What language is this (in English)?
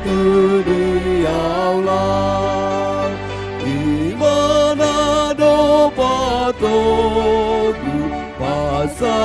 Batak Toba